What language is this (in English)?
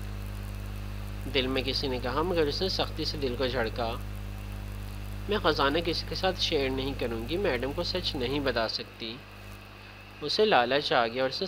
Urdu